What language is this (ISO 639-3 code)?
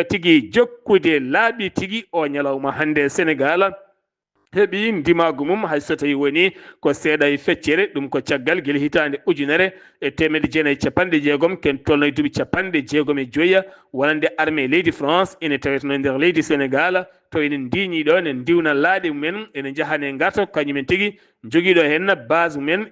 ful